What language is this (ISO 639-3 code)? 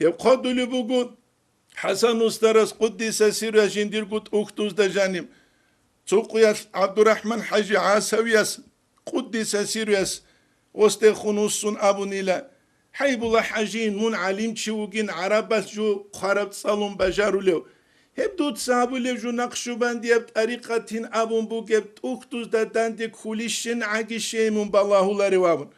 ava